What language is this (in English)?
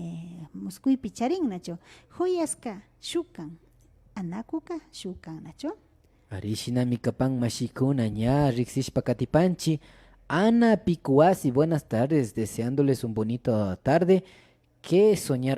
Imbabura Highland Quichua